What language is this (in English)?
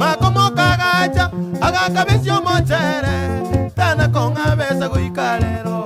Gusii